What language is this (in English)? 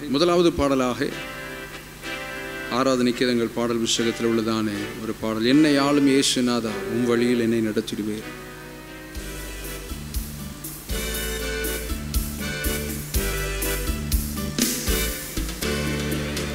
Tamil